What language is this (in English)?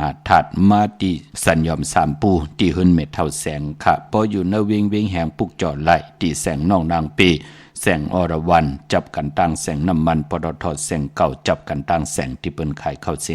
Shan